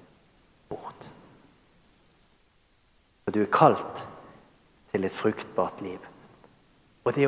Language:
Norwegian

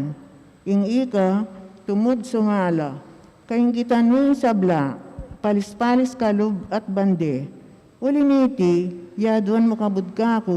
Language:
Pampanga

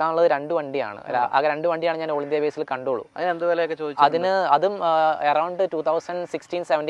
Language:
Malayalam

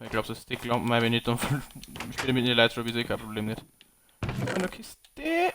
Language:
Bavarian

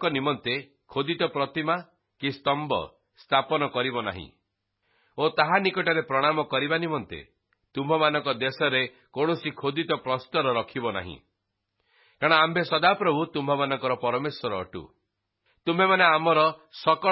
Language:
Odia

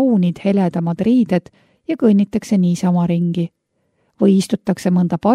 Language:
Estonian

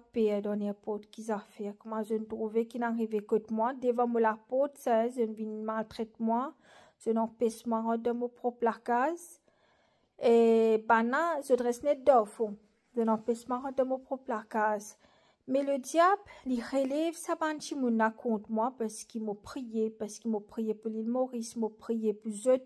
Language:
Morisyen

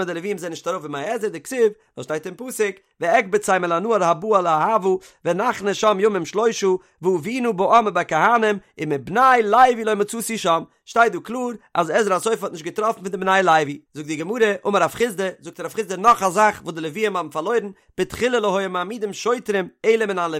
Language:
Yiddish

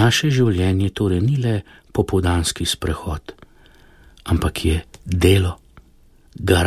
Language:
Slovenian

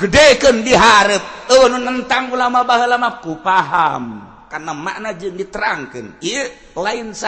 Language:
Sundanese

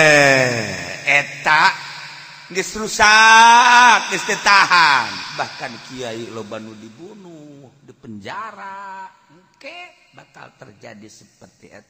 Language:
Sundanese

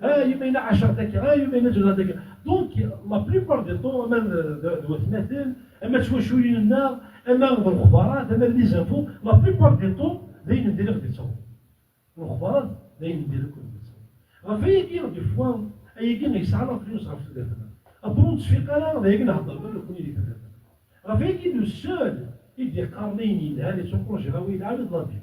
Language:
Kabyle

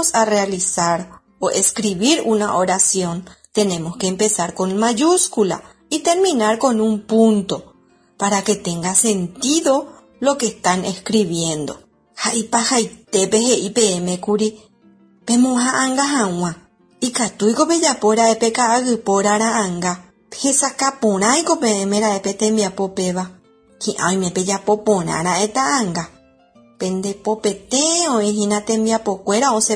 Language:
Guarani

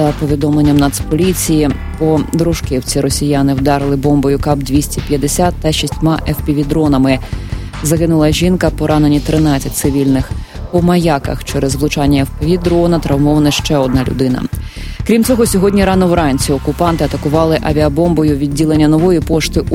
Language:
Ukrainian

